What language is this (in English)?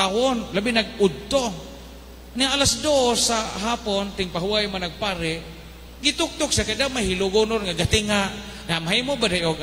Cebuano